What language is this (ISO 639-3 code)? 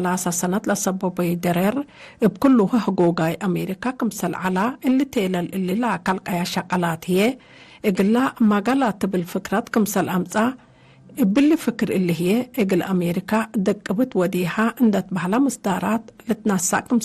tig